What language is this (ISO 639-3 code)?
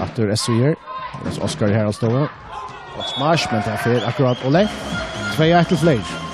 fao